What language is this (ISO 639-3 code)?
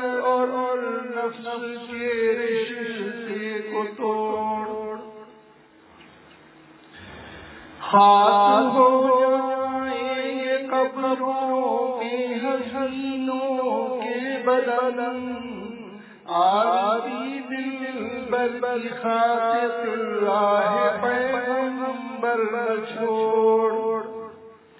urd